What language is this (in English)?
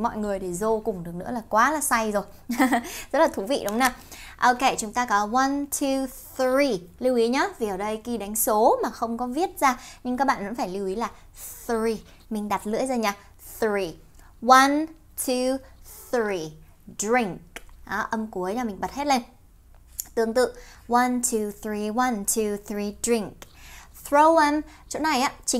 Vietnamese